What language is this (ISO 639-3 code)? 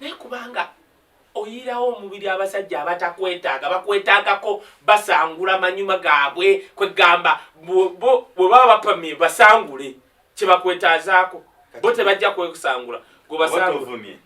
lug